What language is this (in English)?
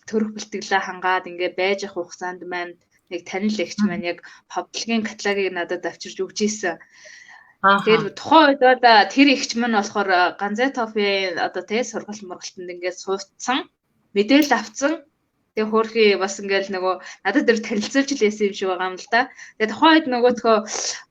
Mongolian